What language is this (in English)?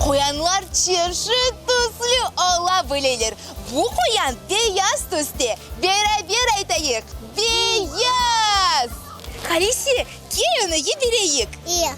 Crimean Tatar